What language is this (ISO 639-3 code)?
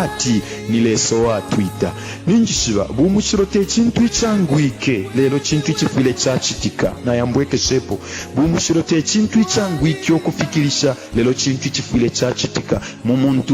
bem